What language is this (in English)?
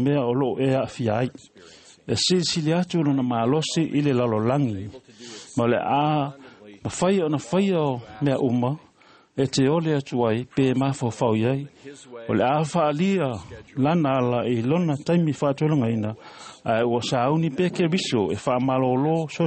Samoan